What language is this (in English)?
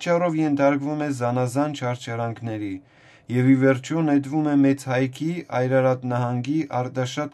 Armenian